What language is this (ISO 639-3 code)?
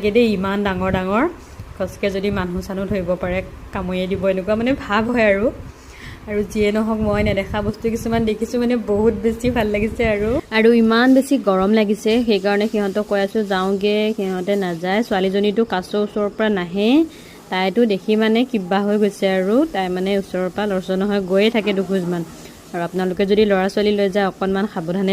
asm